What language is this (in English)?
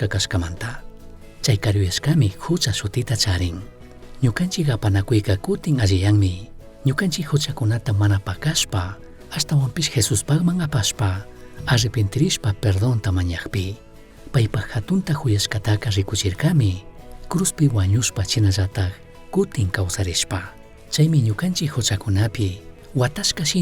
Chimborazo Highland Quichua